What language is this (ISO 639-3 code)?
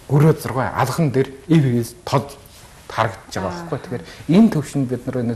mon